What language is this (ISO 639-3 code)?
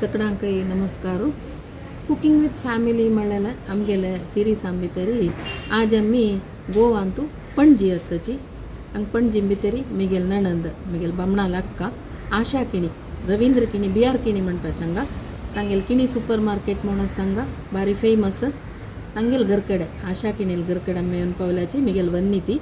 kok